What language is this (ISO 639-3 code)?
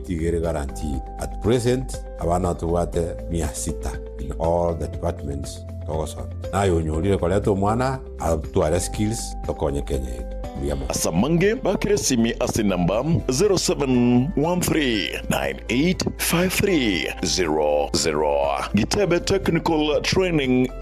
guz